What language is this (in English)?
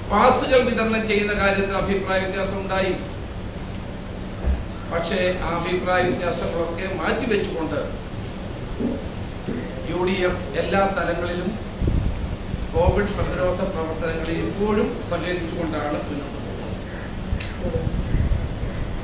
Malayalam